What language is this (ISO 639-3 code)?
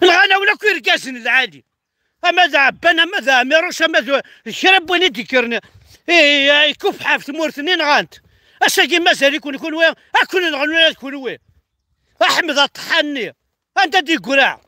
kab